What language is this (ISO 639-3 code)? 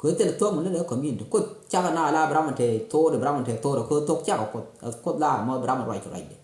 nus